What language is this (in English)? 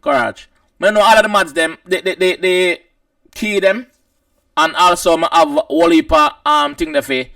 Jamaican Creole English